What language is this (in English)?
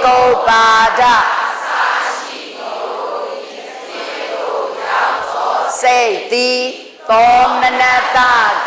Burmese